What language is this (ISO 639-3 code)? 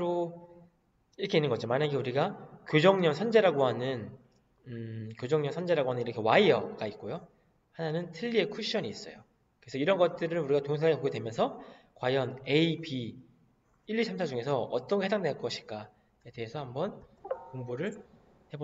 kor